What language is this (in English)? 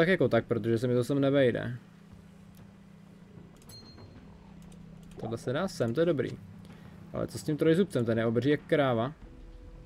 Czech